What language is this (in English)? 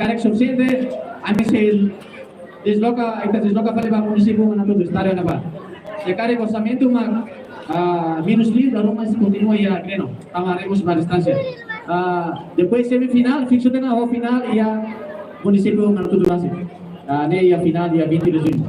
Tetum